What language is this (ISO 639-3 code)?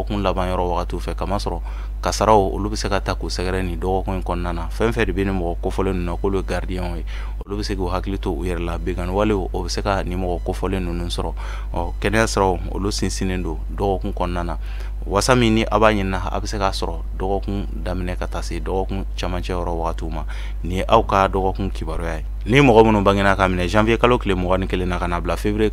bam